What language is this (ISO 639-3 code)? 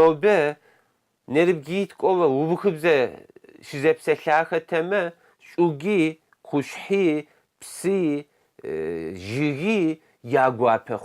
kbd